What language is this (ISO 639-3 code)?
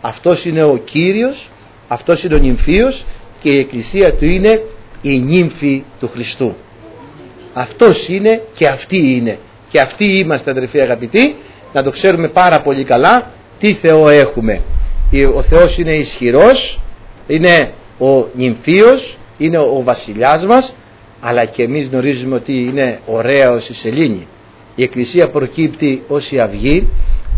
ell